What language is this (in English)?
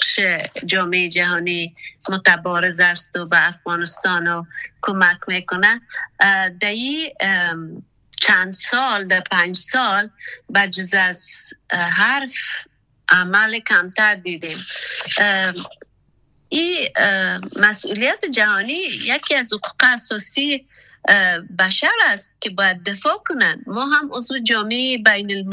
Persian